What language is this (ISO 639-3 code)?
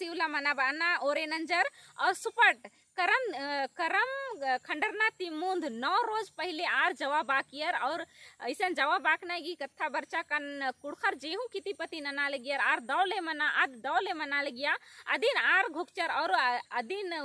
kru